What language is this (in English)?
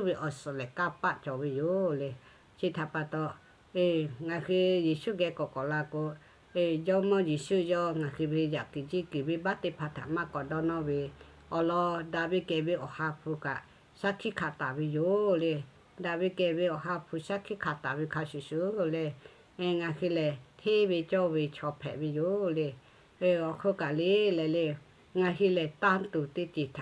Lahu